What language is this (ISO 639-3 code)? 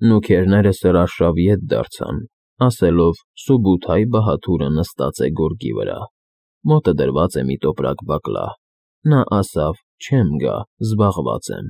hye